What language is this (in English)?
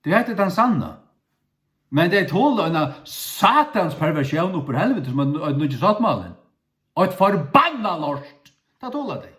Faroese